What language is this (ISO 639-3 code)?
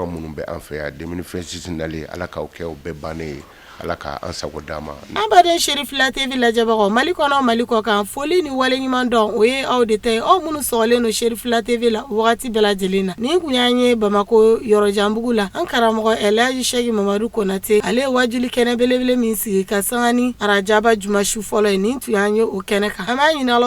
bam